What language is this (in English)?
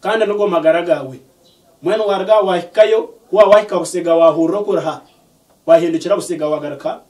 Nyankole